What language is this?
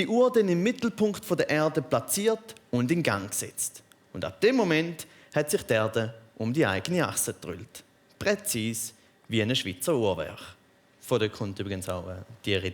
Swiss German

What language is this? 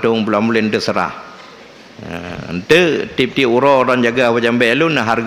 Achinese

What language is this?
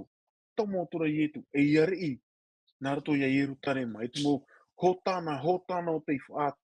Tahitian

